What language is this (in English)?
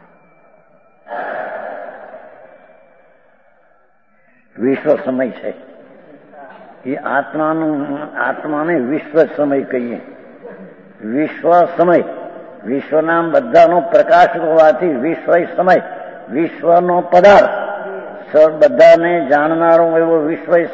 Gujarati